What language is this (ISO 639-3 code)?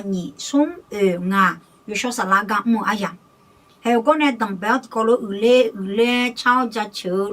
ahk